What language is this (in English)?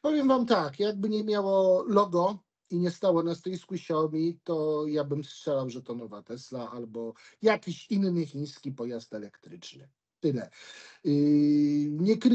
Polish